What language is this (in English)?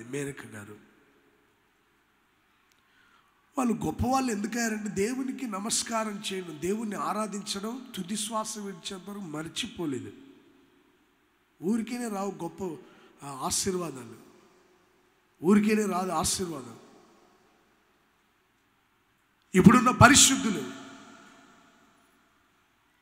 Telugu